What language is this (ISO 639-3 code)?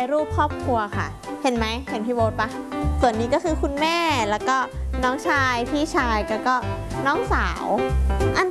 tha